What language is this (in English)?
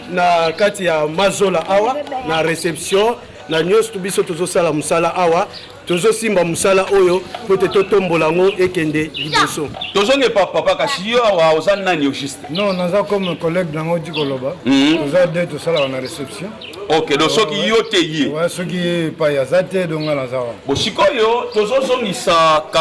Lingala